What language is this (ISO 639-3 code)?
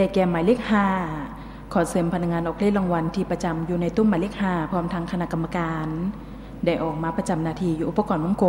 lao